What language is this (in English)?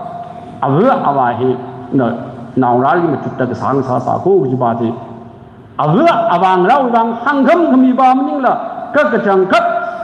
Tangkhul Naga (India)